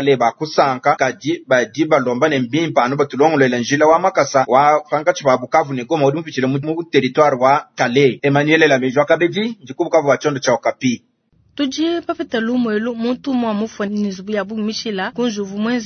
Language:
Luba-Lulua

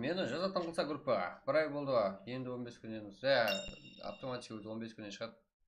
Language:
Kara-Kalpak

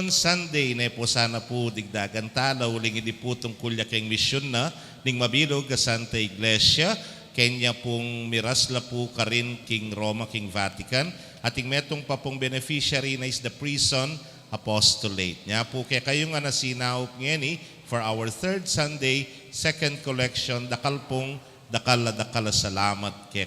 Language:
Pampanga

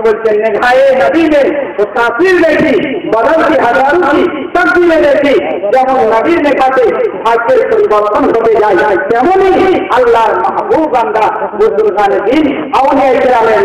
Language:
Bangla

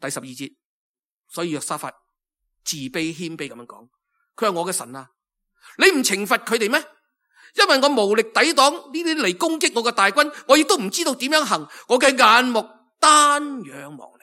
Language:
Cantonese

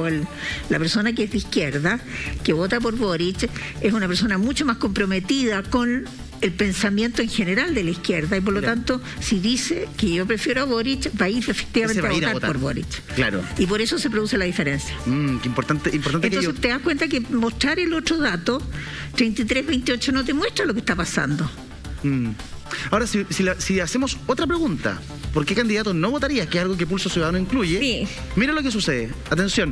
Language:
Spanish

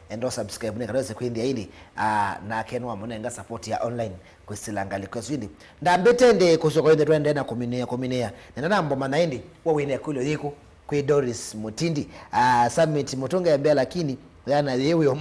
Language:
Kamba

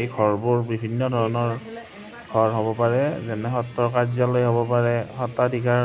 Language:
Assamese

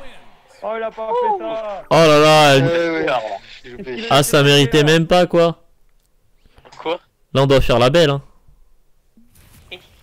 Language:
French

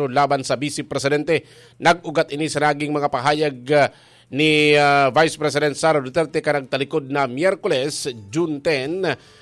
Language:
Bikol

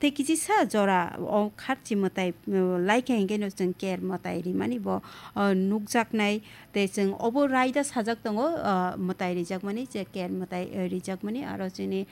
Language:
Kok Borok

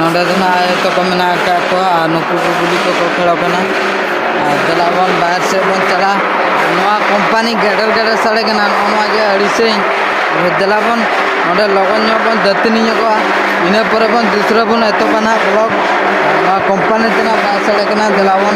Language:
Santali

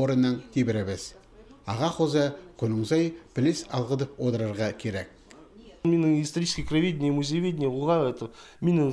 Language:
Khakas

